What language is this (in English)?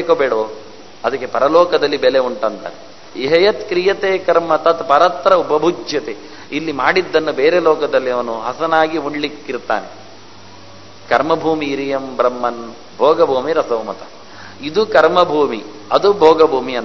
Kannada